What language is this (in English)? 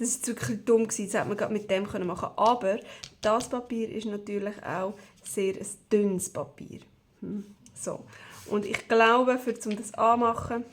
Swiss German